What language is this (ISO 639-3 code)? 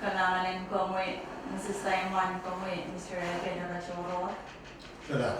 pon